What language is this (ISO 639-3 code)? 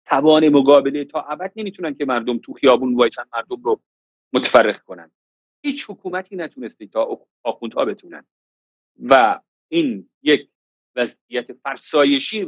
fas